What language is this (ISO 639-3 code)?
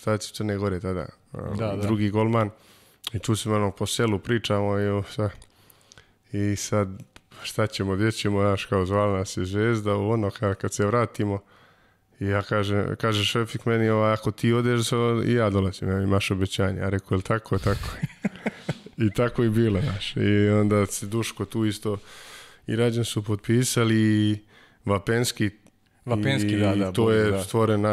srp